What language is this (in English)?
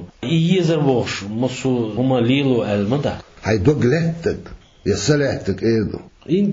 Chechen